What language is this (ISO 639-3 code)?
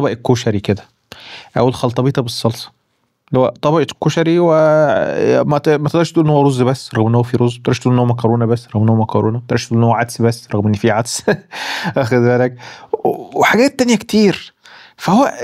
arz